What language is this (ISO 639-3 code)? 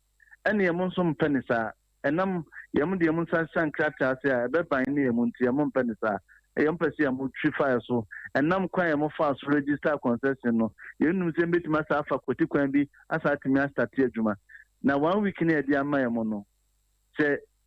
aka